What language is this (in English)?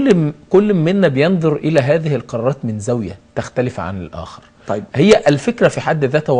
Egyptian Arabic